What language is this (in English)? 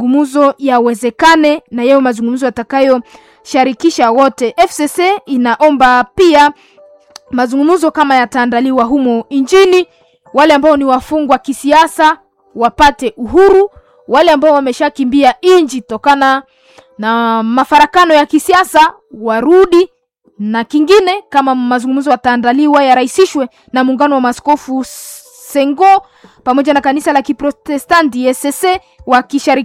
Swahili